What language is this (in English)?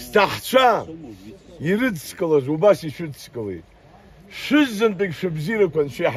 Abkhazian